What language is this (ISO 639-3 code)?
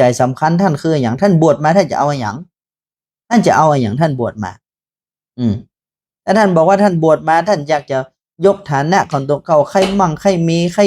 nod